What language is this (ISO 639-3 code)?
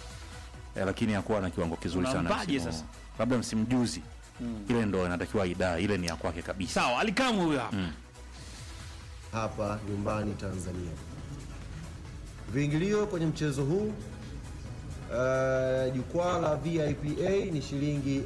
swa